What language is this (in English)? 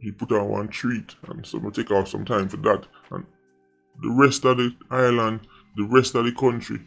Jamaican Creole English